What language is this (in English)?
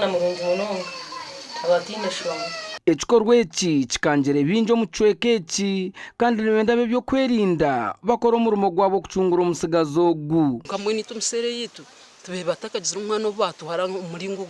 Nyankole